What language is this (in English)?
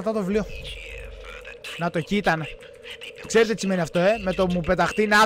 Greek